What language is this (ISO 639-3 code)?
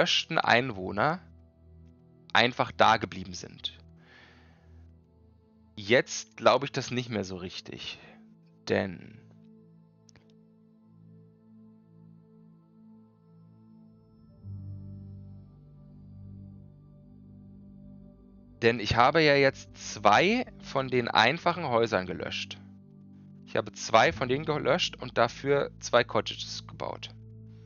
deu